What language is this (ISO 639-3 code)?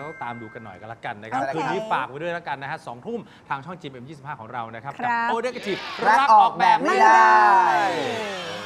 tha